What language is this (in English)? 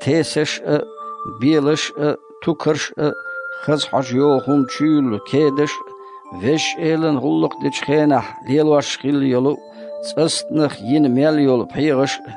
Chechen